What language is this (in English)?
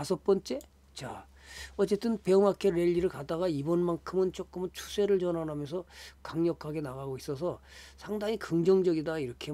Korean